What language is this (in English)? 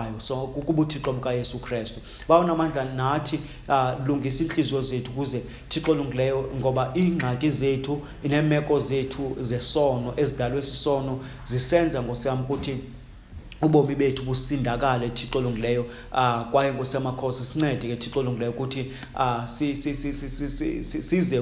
Xhosa